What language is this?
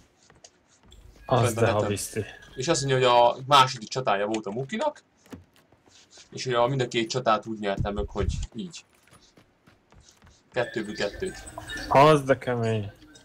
Hungarian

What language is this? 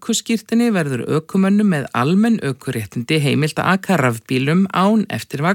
Icelandic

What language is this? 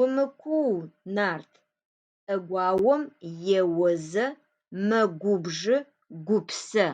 Adyghe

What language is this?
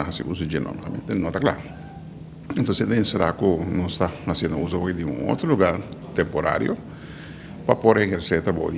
Papiamento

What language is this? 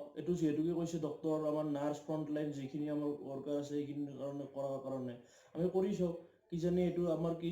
Assamese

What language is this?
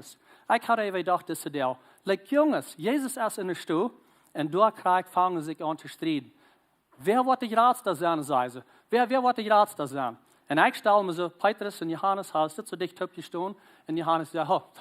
Plautdietsch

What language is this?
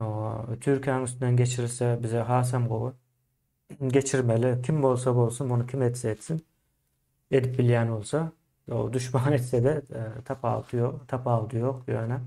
Turkmen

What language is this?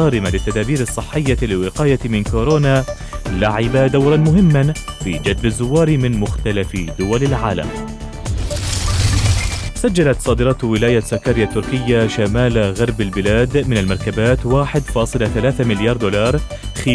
Arabic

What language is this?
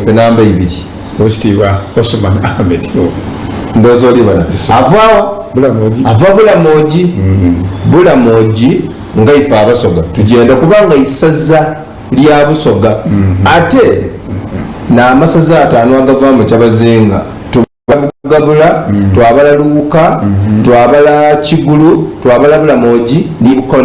Soga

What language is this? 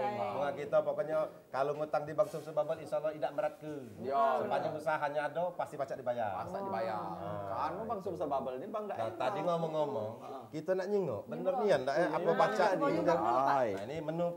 Musi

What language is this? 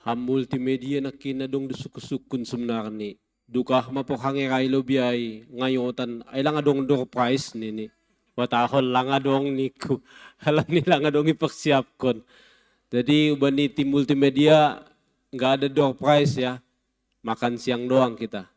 Batak Simalungun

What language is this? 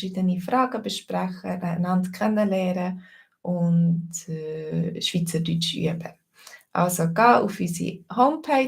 Swiss German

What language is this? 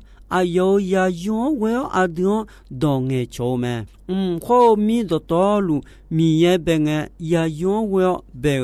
Akha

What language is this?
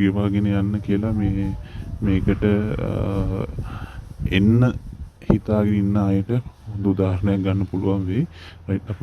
Sinhala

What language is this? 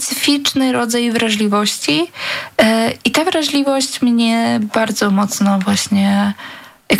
Polish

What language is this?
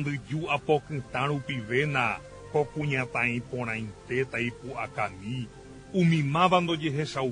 Guarani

